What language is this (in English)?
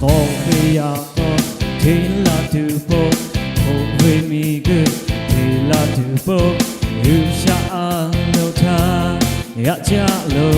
Lahu